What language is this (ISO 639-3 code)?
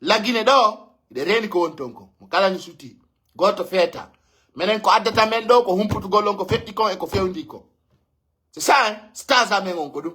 fuf